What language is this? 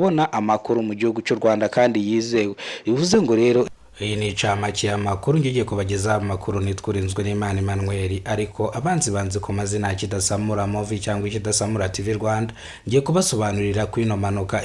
Kinyarwanda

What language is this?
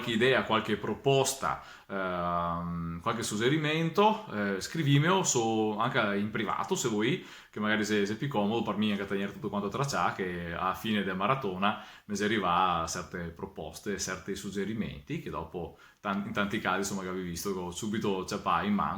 Venetian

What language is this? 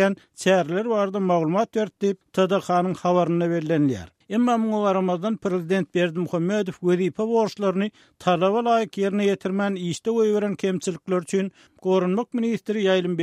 Turkmen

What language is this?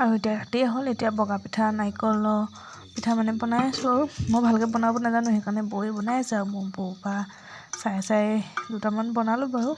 Assamese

